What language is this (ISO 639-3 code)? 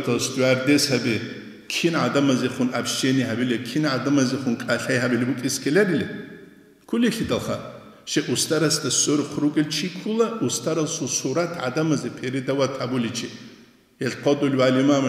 ava